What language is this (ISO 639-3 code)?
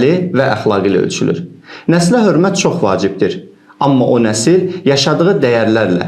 aze